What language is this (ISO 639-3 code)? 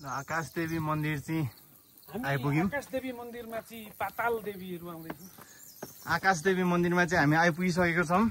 nep